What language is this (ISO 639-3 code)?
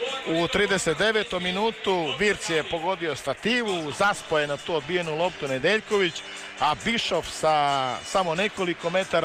srp